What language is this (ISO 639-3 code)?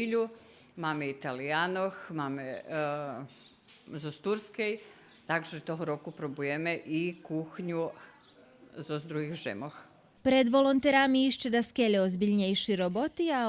rue